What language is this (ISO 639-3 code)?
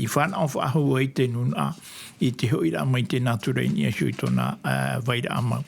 tah